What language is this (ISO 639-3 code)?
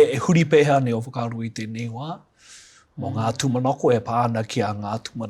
mri